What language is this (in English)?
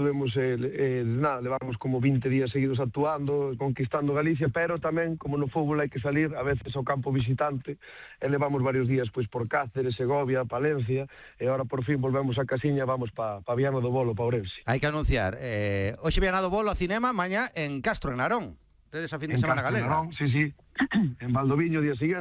Galician